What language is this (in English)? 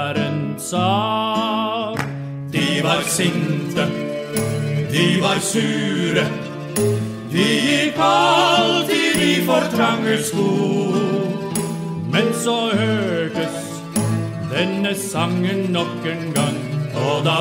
Norwegian